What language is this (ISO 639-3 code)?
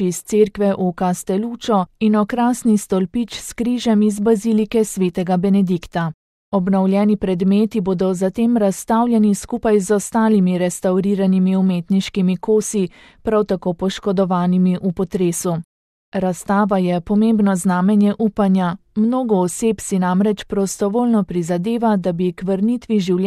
slv